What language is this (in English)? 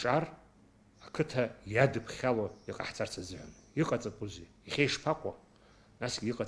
Abkhazian